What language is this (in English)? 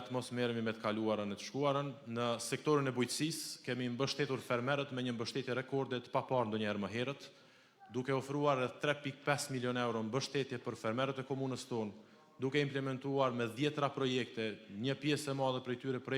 Albanian